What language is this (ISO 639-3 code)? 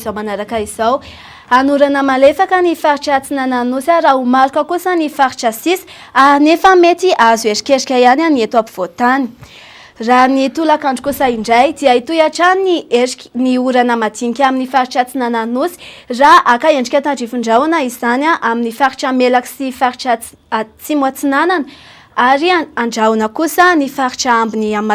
mlg